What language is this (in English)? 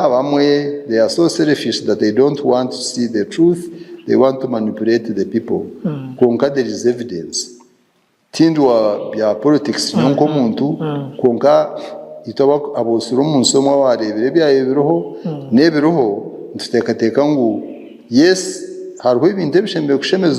Nyankole